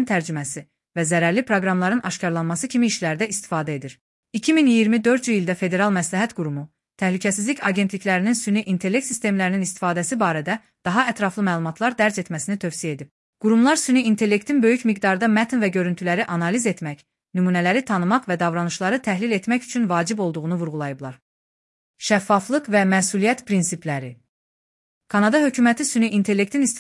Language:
Azerbaijani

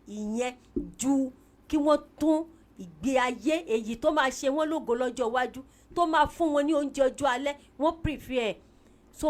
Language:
Yoruba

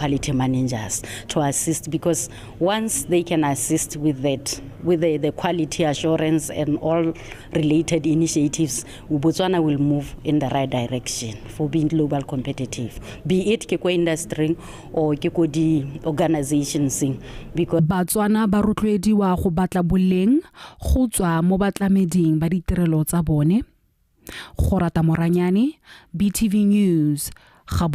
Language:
Tswana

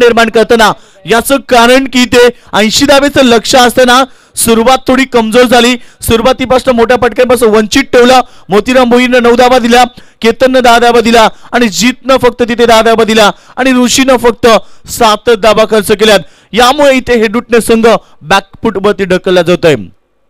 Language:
Marathi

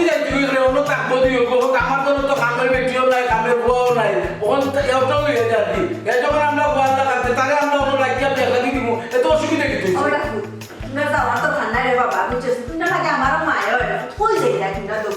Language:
Sylheti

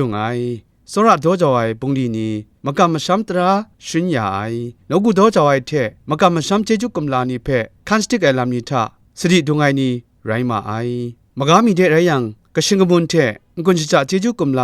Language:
Kachin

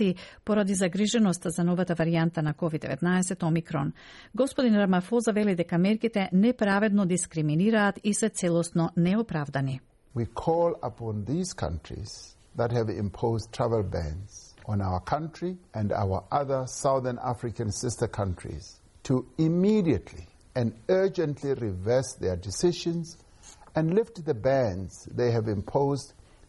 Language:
Macedonian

